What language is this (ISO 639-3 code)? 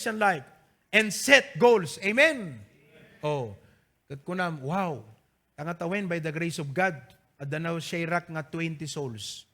ilo